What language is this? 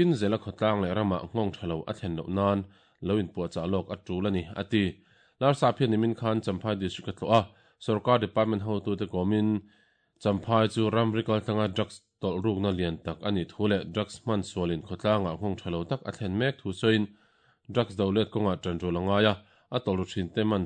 Mizo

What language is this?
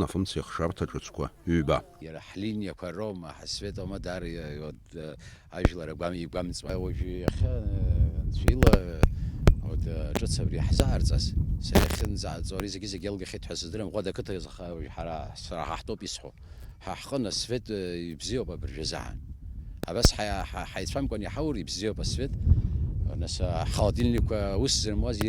Abkhazian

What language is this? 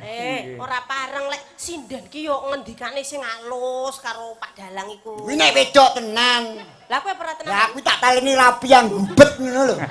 Javanese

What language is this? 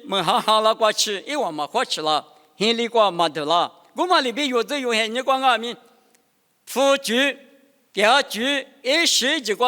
Lisu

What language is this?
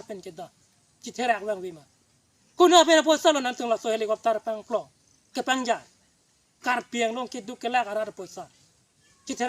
Karbi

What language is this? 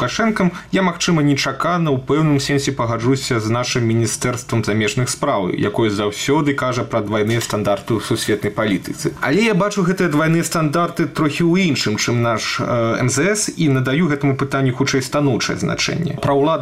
Belarusian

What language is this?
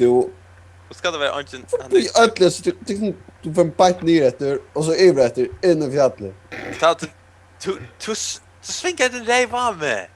Faroese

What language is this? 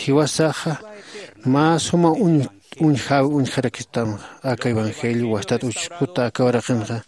Aymara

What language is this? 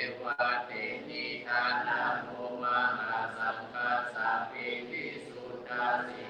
Pali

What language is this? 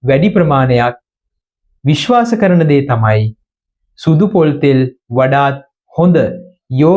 Sinhala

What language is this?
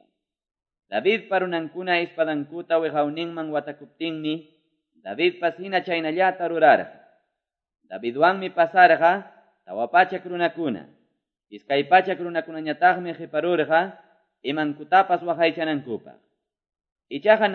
Quechua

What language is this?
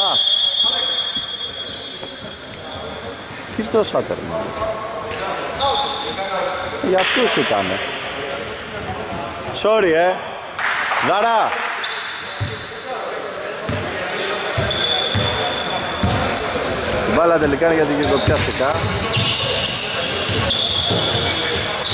Greek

